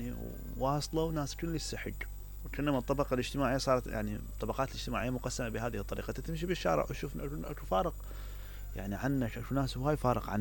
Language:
Mesopotamian Arabic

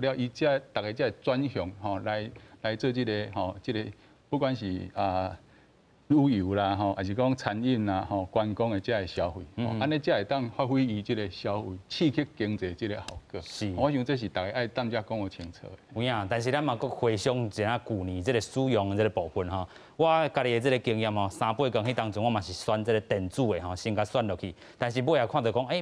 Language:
Min Nan Chinese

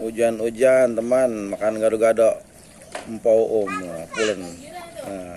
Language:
Betawi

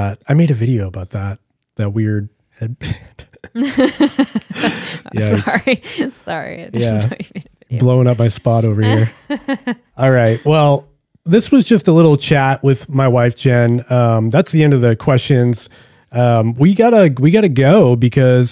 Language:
English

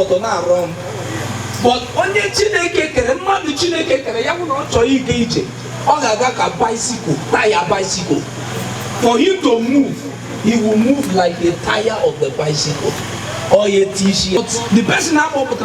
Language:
Igbo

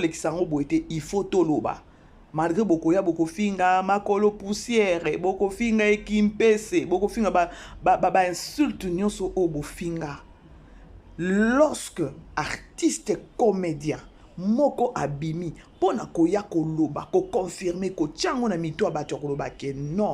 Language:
Lingala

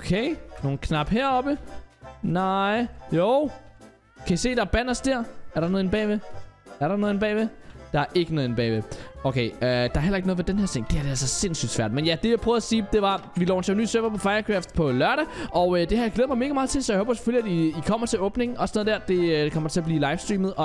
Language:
Danish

